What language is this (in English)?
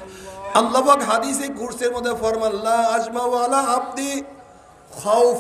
Bangla